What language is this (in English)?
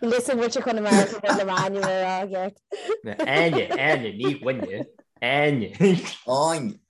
Irish